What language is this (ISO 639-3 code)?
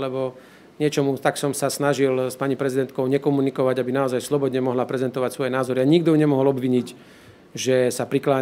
slk